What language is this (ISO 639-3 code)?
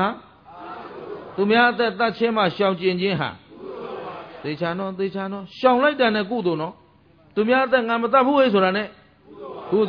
mya